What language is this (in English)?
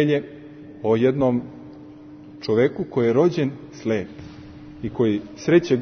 Serbian